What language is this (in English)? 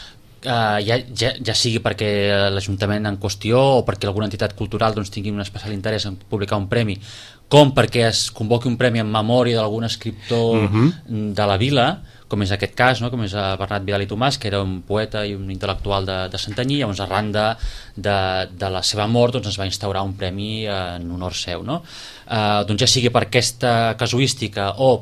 Catalan